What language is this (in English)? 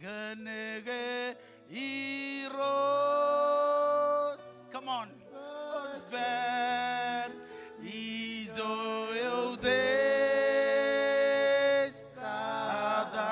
Marshallese